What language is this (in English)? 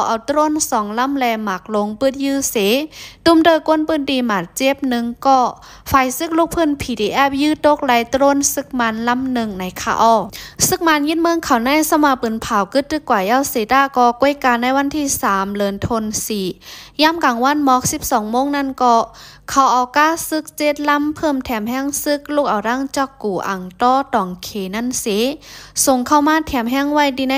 Lao